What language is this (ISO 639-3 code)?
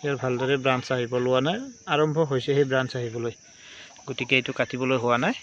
asm